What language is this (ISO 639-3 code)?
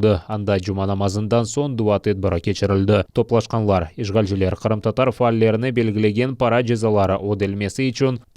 crh